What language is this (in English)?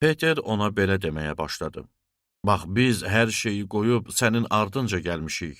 Azerbaijani